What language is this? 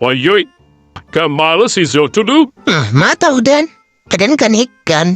Minangkabau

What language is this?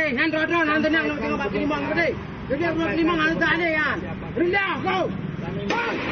Achinese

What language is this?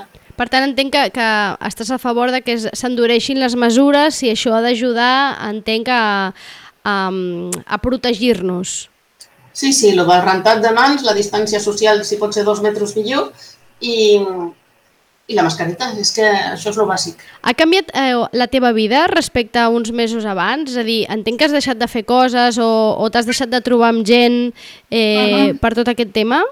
Catalan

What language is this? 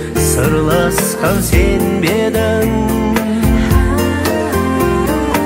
Kazakh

